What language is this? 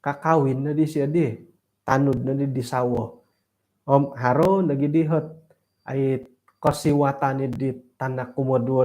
Central Dusun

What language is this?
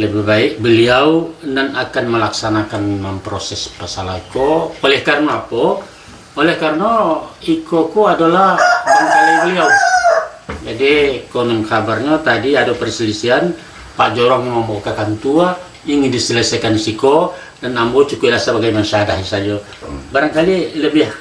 Minangkabau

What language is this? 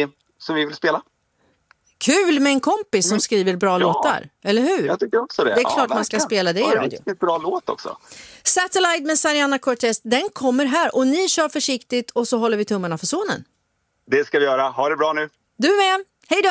Swedish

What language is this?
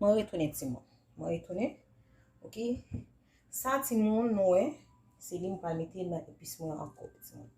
Haitian Creole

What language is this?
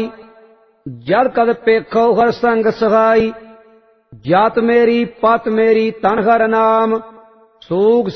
Punjabi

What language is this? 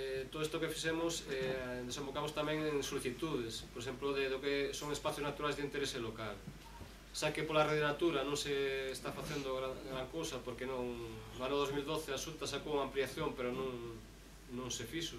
Galician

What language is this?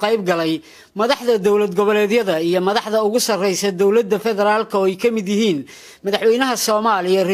Somali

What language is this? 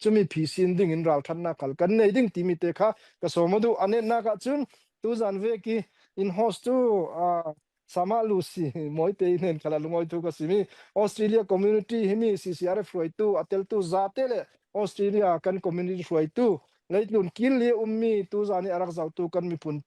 Falam Chin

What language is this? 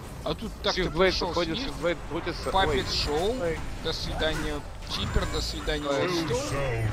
Russian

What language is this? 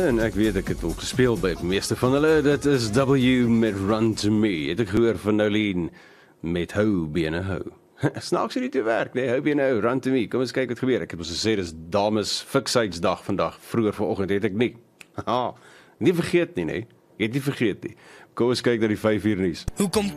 Afrikaans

